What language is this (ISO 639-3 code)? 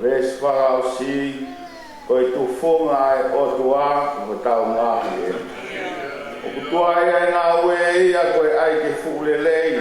ton